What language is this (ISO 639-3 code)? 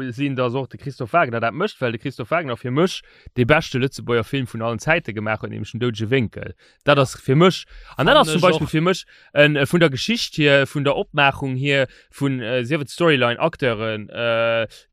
ltz